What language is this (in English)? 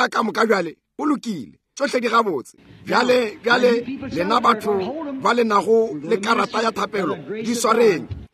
Northern Sotho